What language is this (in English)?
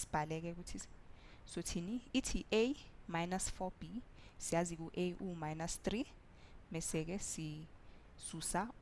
Zulu